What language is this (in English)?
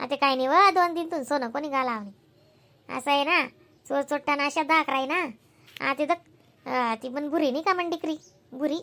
Khandesi